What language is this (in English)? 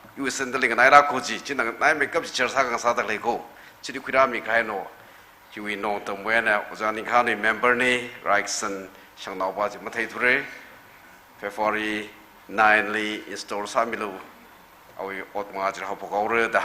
Tangkhul Naga (India)